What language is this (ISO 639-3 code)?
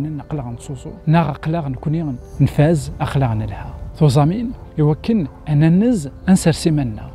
kab